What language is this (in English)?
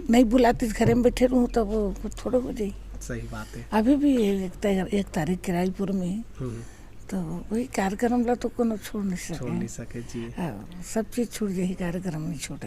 Chhattisgarhi